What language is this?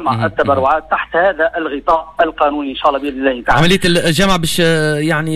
Tunisian Arabic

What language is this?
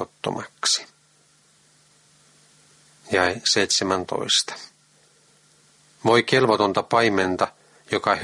Finnish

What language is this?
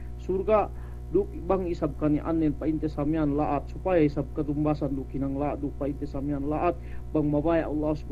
Yakan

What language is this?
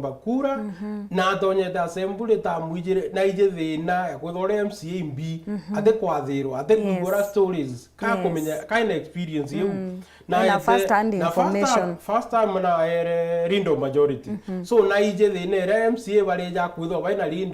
Meru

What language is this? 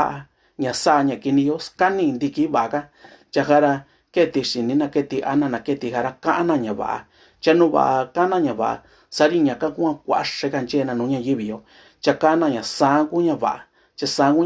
Mixtepec Mixtec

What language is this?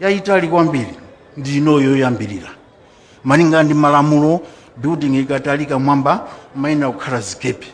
Nyanja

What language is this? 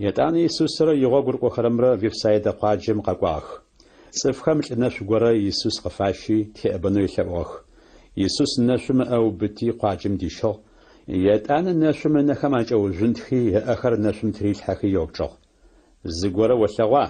Adyghe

